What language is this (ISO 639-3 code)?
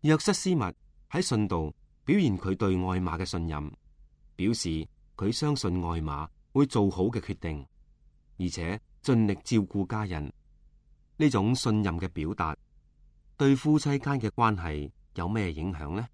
yue